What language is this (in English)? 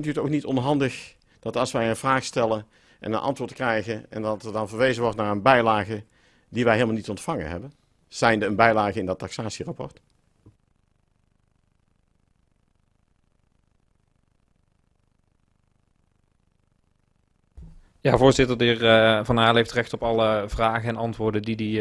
Dutch